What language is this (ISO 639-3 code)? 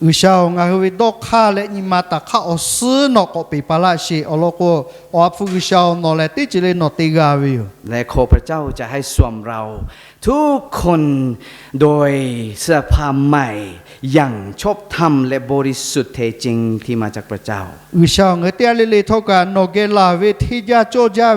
lhu